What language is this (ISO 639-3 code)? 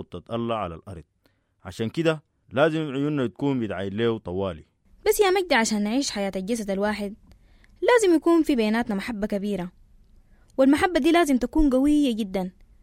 apd